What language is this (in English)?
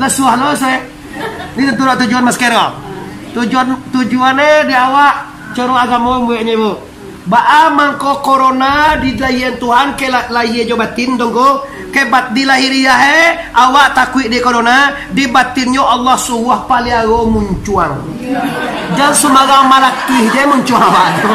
Minangkabau